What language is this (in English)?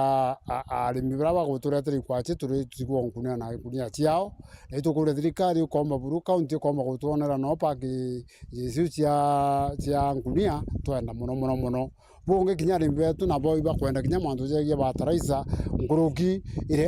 Meru